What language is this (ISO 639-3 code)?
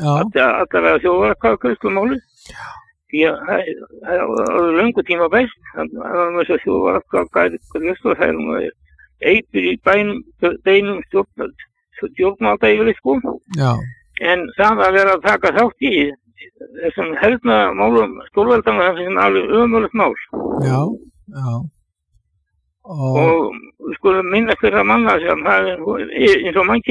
isl